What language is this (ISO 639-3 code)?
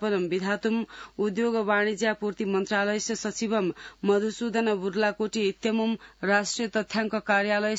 san